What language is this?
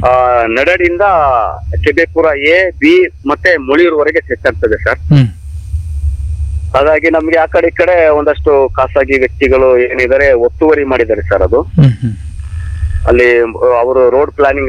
Kannada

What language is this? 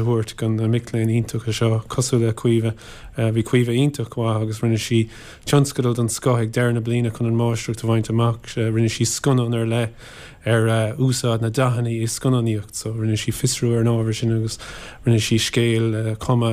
Irish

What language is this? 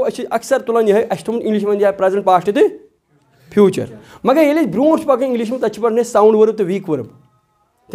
Kashmiri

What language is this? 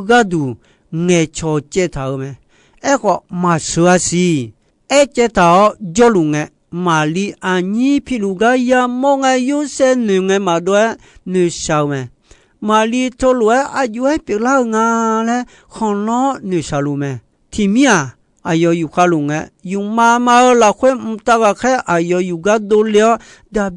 Akha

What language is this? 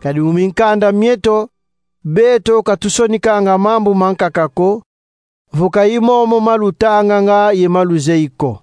Kongo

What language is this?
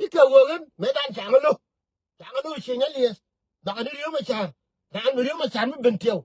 Nuer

